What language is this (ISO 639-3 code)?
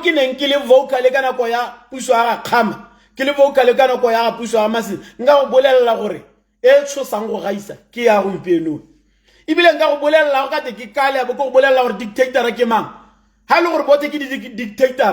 tsn